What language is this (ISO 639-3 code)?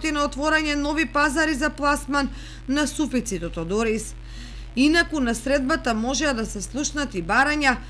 mkd